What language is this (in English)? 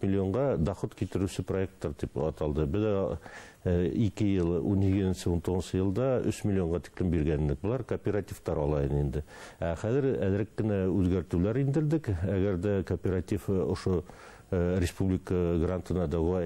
Bashkir